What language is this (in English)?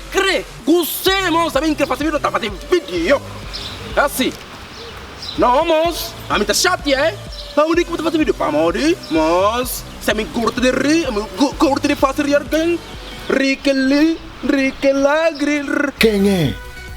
Kabuverdianu